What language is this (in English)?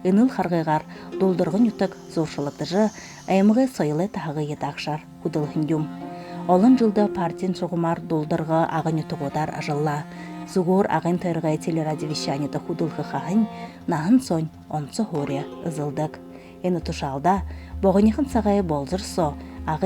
Buriat